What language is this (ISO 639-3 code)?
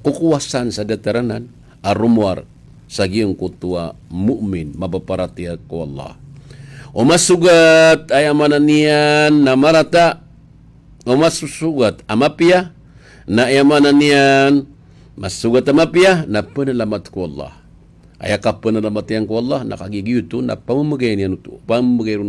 mrw